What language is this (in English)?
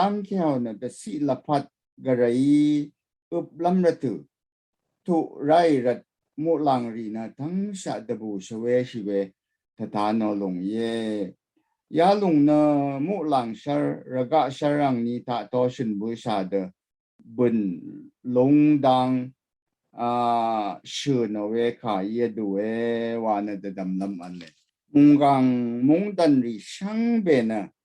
Rawang